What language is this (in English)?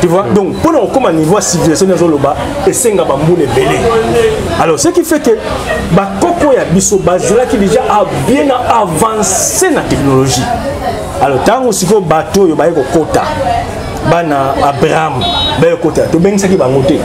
Lingala